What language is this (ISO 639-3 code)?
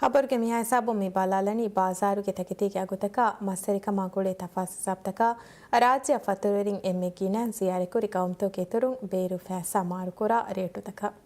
div